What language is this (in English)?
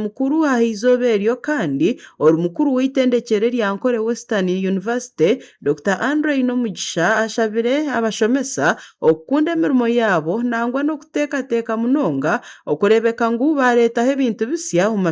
Nyankole